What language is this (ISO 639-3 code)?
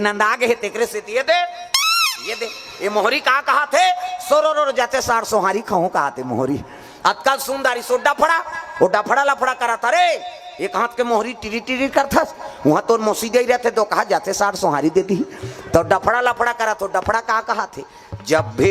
hne